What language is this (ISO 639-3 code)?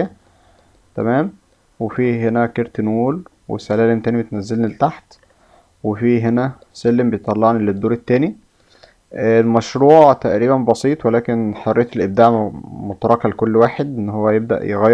arz